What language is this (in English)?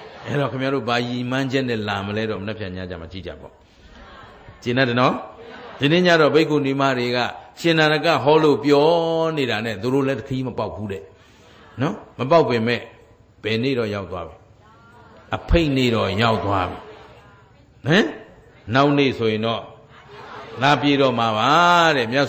Burmese